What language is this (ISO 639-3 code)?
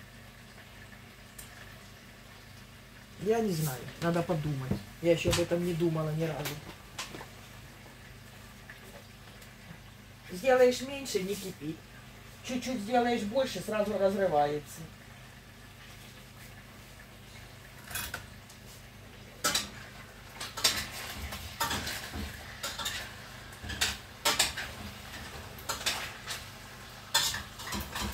rus